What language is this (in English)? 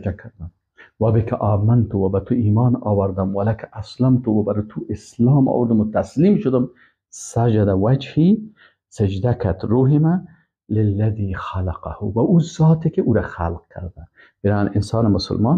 Persian